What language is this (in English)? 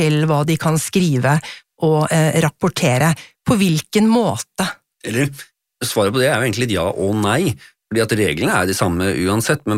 Norwegian